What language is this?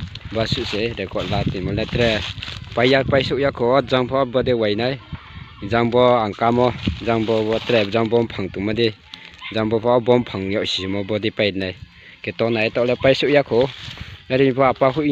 Riang (India)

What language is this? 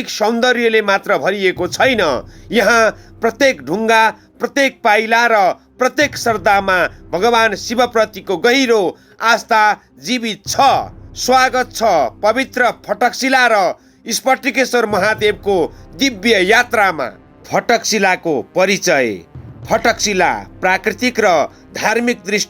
Nepali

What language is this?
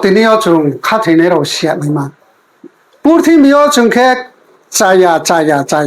Riang (India)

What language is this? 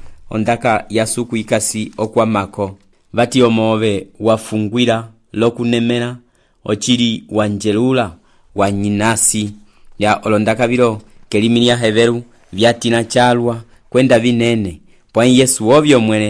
Umbundu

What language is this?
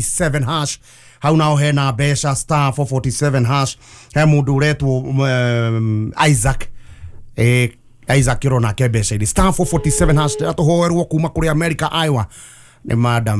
Kikuyu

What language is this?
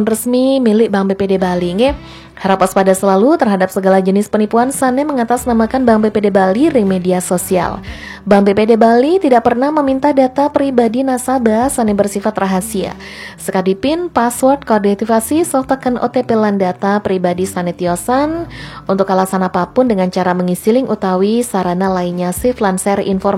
Balinese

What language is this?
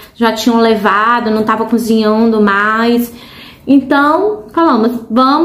Portuguese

